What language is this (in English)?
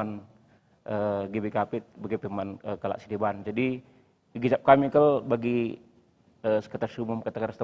Batak Karo